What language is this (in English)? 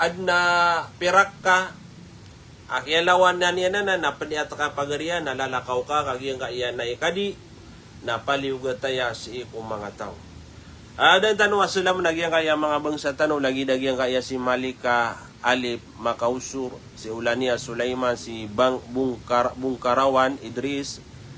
Maranao